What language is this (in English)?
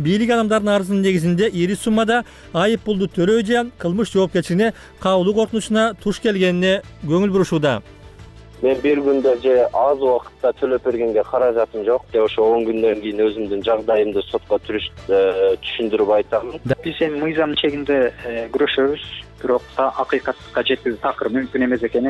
Kyrgyz